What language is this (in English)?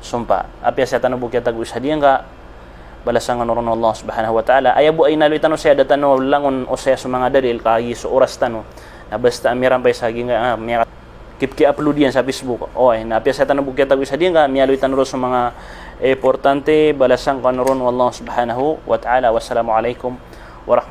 Maranao